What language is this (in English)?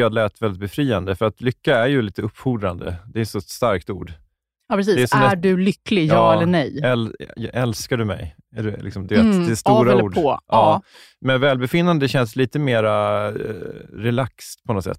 Swedish